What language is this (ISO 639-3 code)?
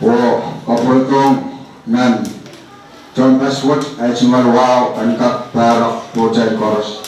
pon